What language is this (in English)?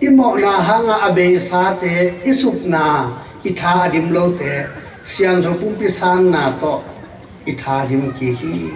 Tedim Chin